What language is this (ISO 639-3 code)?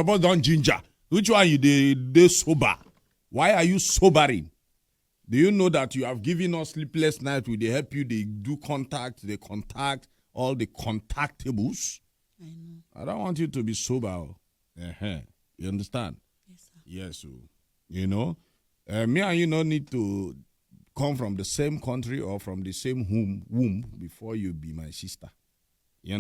pcm